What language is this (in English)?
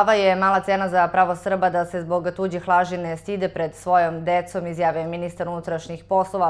Serbian